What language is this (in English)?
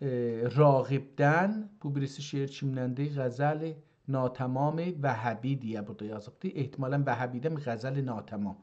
South Azerbaijani